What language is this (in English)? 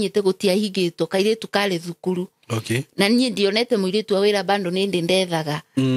Kikuyu